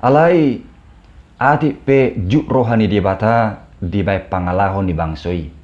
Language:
Batak Toba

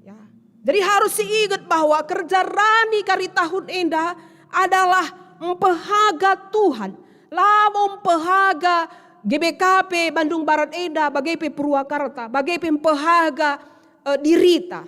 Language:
Batak Karo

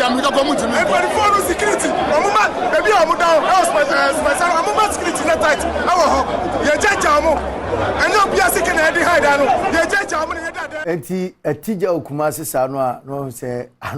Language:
Akan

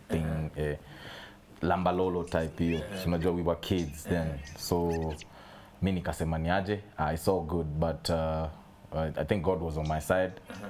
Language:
Swahili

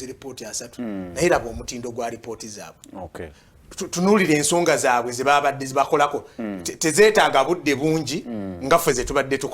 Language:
Ganda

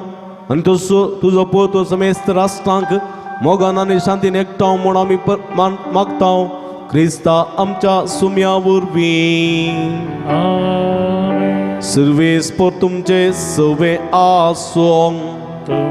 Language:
Konkani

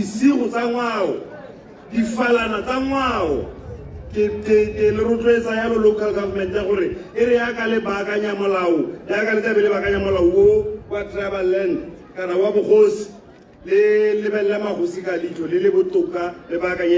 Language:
Tswana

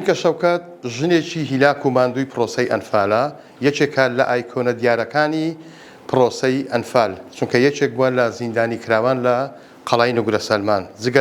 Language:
Central Kurdish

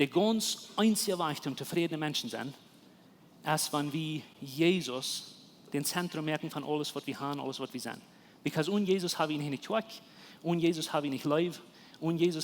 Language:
Plautdietsch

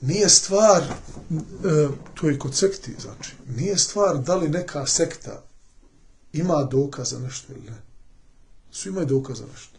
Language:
Bosnian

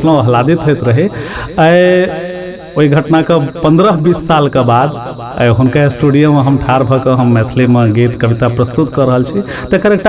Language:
Maithili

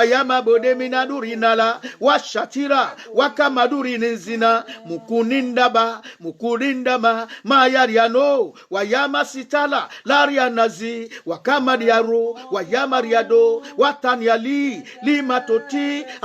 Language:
Yoruba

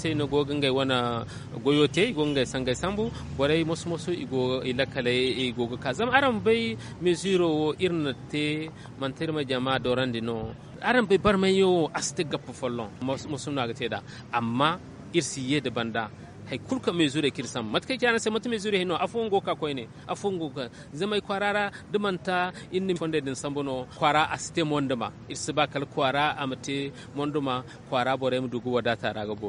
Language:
Zarma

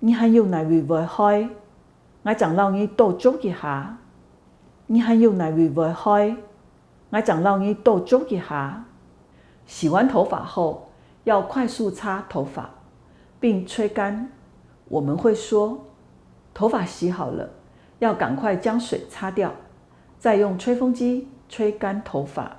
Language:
Hakka Chinese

